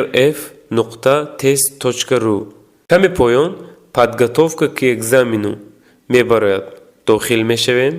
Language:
Tajik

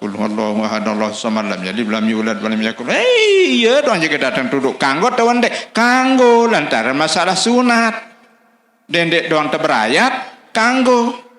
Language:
Sasak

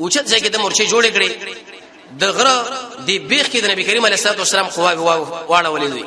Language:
Pashto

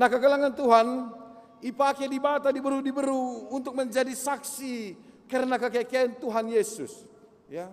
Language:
Batak Karo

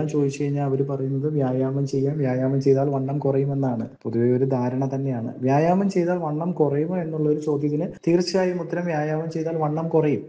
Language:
Malayalam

